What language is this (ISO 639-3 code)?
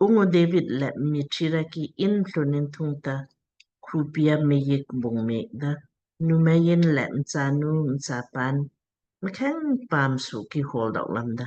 lmk